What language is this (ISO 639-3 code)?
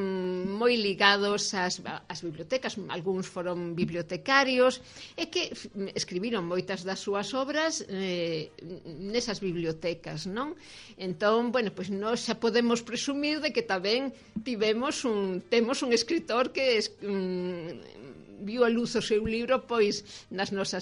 glg